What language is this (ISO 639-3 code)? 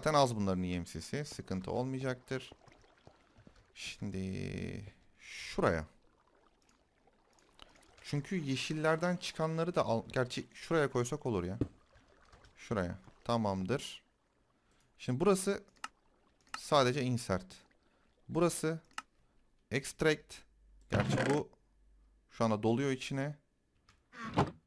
tur